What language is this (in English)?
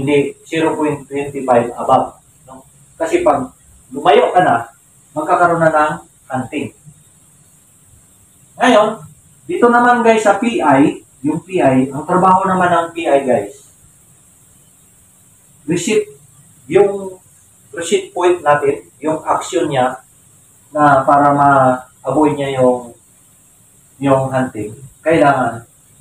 Filipino